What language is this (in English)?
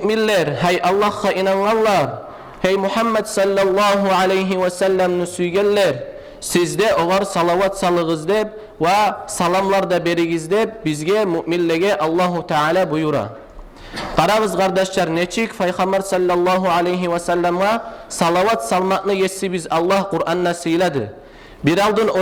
Kumyk